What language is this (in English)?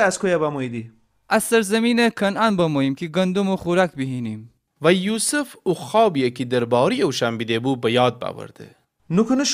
Gilaki